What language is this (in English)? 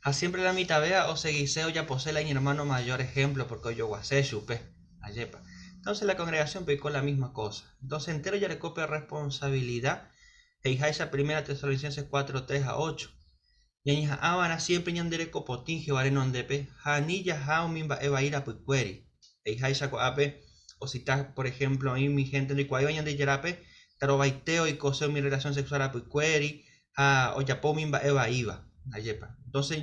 Guarani